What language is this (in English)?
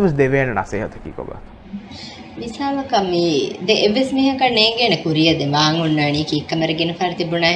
Divehi